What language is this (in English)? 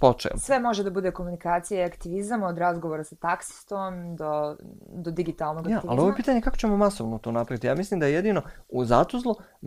Bosnian